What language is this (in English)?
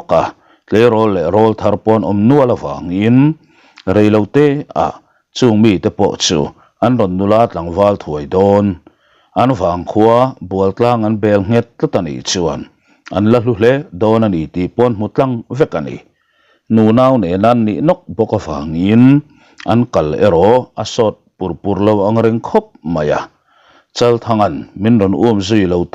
Mizo